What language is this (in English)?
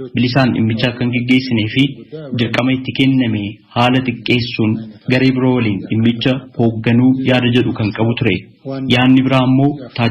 Oromo